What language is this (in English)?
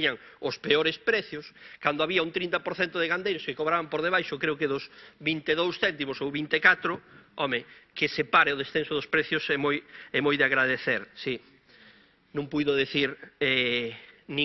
Galician